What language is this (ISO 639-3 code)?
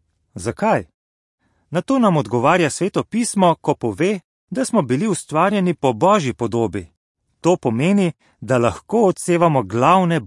slv